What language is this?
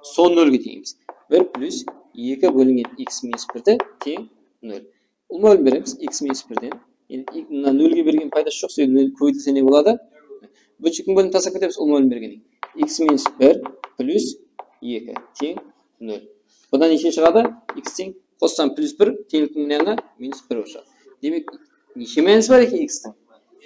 Kara-Kalpak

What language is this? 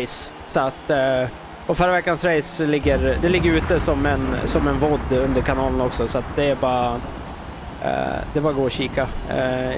Swedish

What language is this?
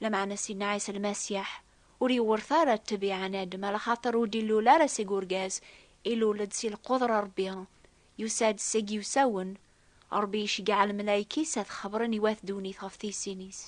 Kabyle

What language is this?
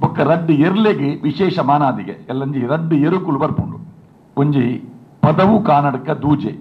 Tulu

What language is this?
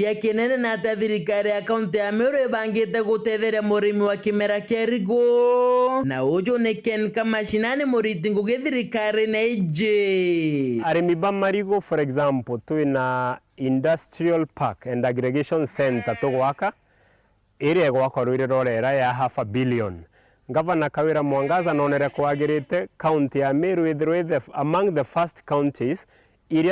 Meru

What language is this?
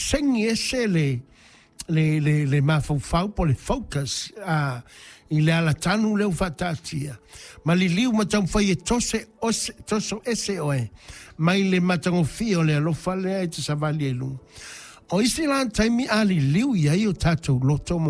Samoan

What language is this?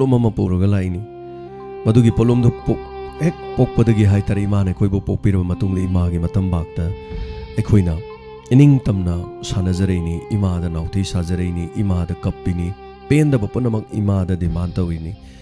Manipuri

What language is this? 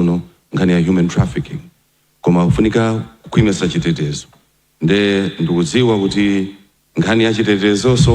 Nyanja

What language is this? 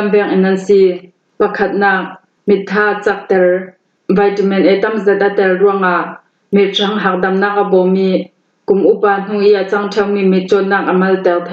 Falam Chin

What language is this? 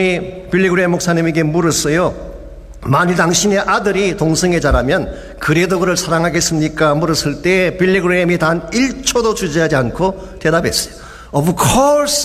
Korean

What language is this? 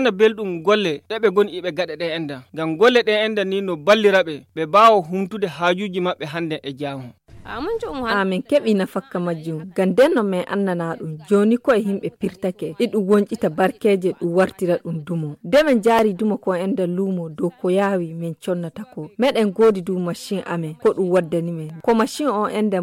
Nigerian Fulfulde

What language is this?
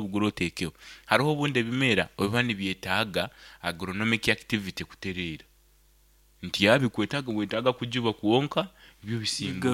Nyankole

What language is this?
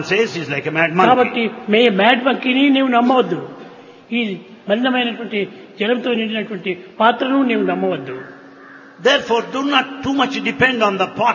Telugu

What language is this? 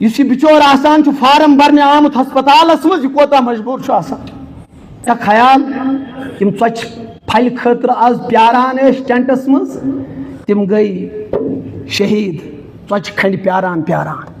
Kashmiri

